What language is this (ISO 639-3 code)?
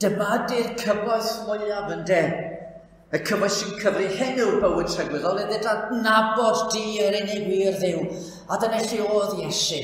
cym